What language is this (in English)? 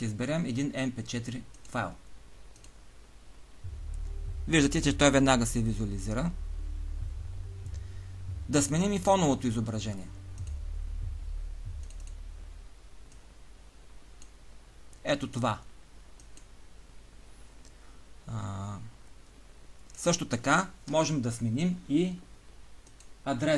Bulgarian